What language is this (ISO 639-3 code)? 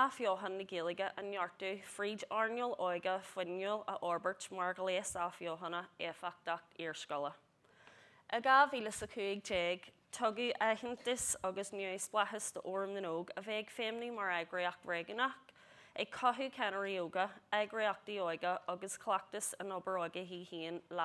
gle